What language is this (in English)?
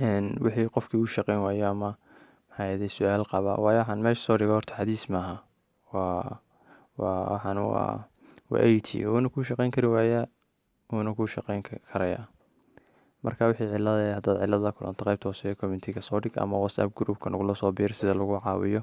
Somali